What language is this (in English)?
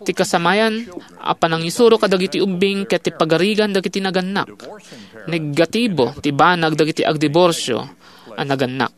Iloko